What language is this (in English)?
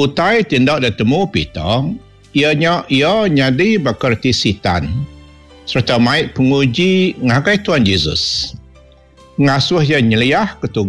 Iban